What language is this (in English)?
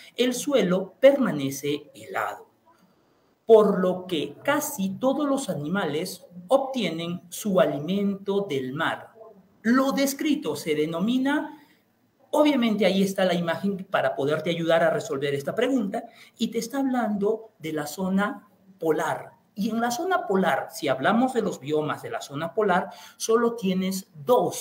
Spanish